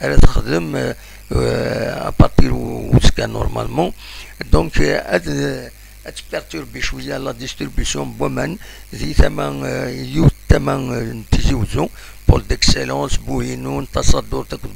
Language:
Kabyle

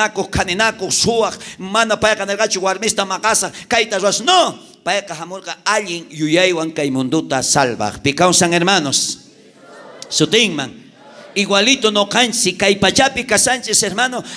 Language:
South Bolivian Quechua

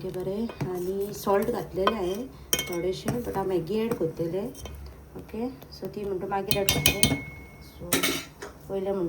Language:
Konkani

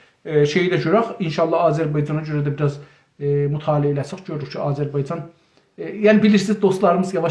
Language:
South Azerbaijani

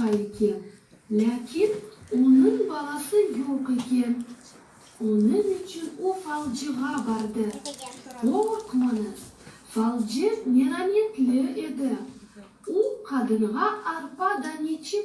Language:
Crimean Tatar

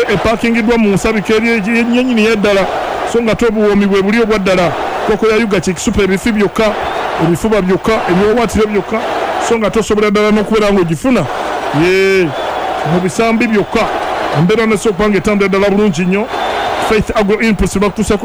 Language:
Ganda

